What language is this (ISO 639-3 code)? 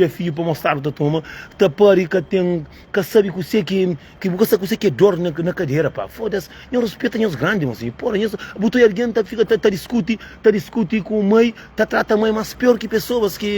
kea